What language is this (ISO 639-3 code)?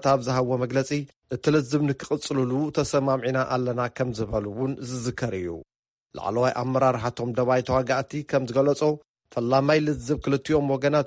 tir